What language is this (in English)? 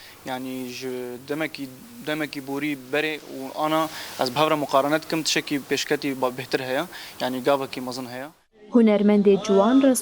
Kurdish